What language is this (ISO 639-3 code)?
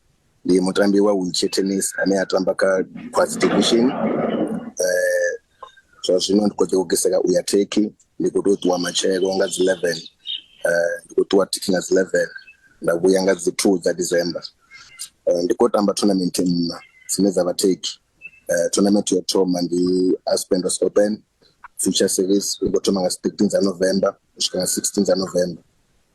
ven